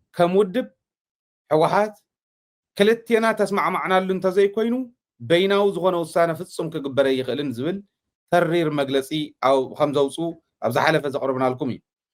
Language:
Tigrinya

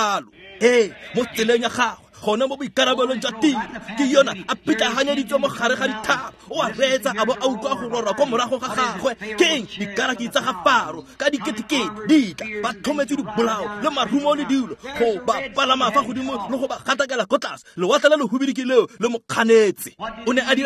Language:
Tswana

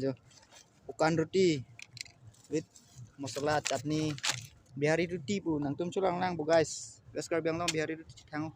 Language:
Karbi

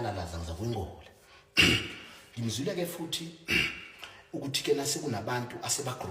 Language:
Zulu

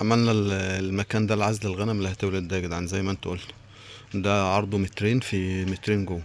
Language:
Egyptian Arabic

